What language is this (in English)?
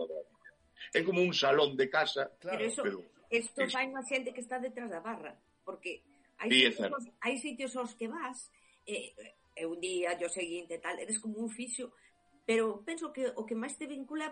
Galician